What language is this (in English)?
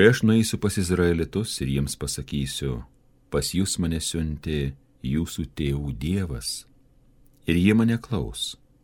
Lithuanian